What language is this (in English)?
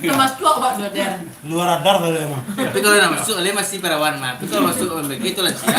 Minangkabau